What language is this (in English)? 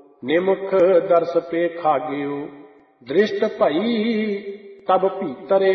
Punjabi